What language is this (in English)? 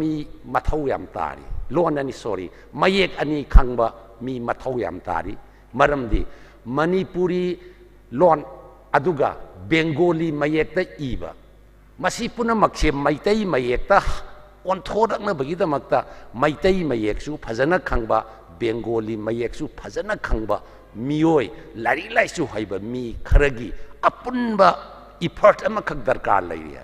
Manipuri